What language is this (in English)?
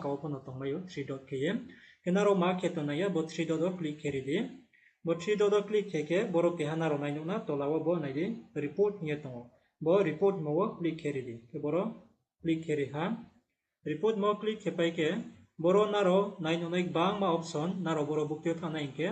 Riang (India)